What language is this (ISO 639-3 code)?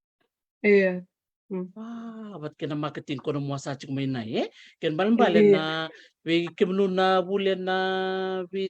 fij